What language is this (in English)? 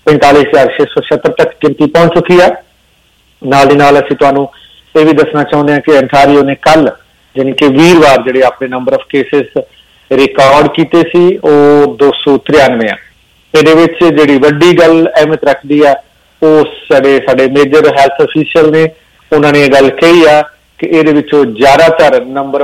Punjabi